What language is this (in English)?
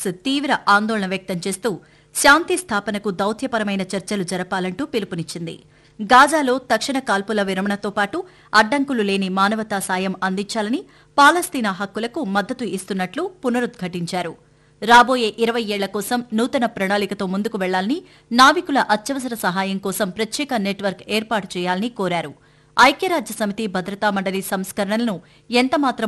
Telugu